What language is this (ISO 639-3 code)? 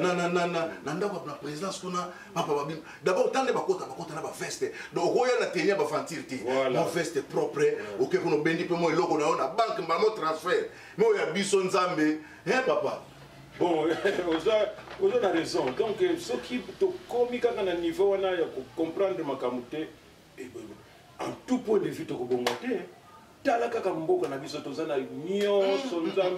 lin